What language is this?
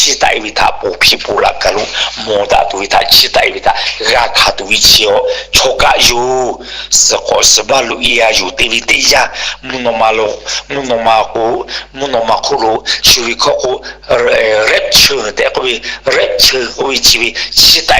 Lahu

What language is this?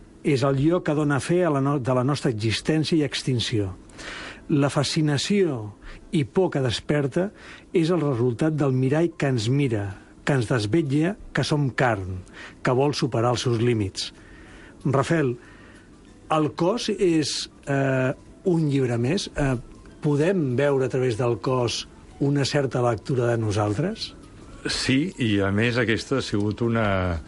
Catalan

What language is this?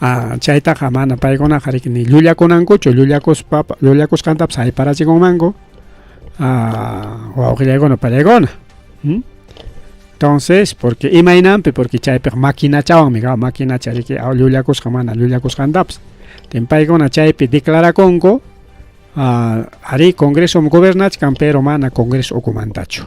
Ayacucho Quechua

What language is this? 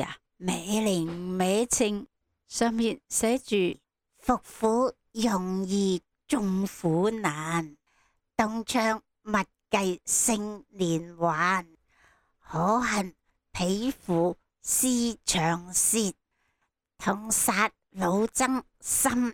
Cantonese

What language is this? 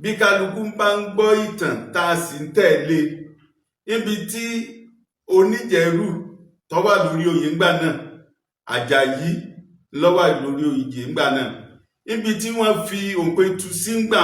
Yoruba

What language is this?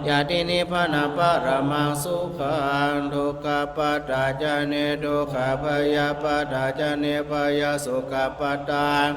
Pali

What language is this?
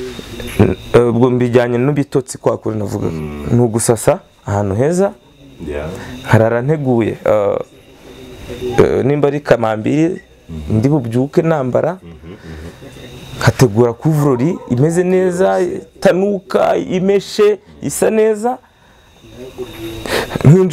Kinyarwanda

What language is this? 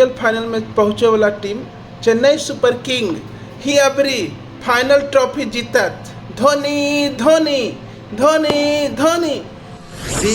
Magahi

